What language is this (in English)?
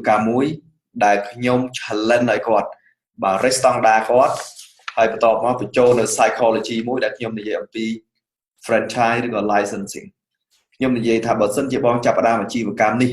Khmer